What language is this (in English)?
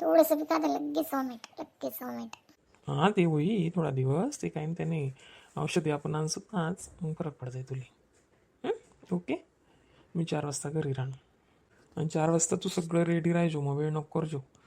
Khandesi